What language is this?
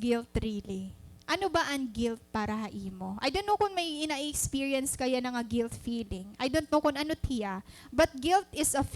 Waray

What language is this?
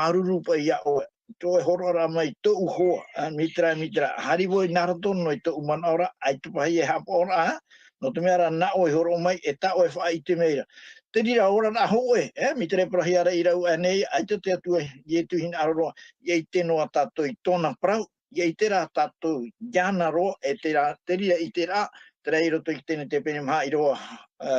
Tahitian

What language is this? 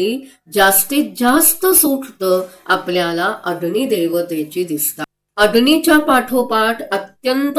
Marathi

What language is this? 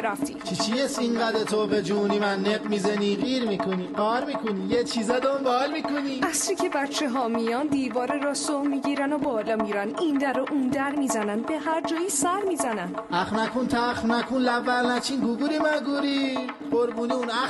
Persian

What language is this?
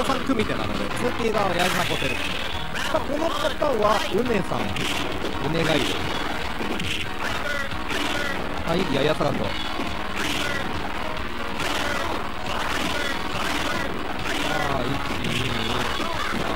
Japanese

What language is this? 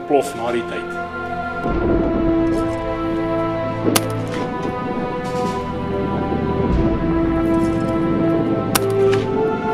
Afrikaans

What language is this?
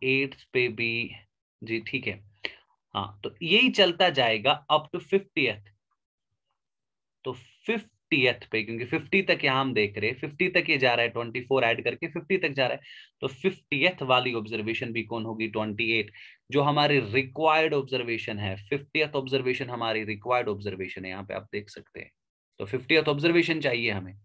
Hindi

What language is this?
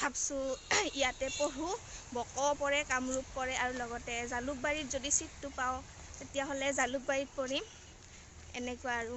Assamese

